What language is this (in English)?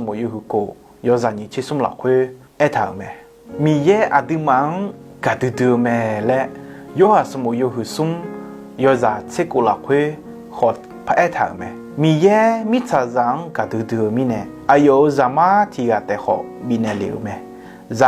Akha